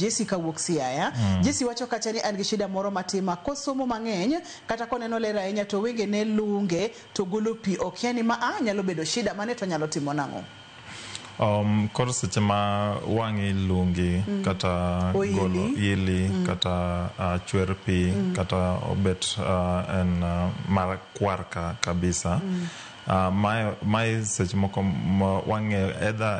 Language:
Luo (Kenya and Tanzania)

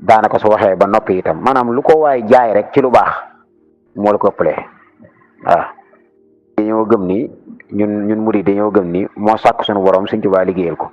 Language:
Wolof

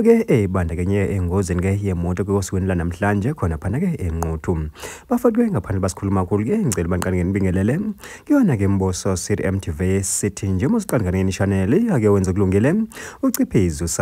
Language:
Zulu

